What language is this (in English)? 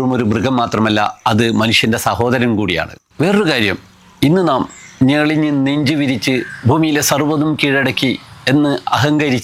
Malayalam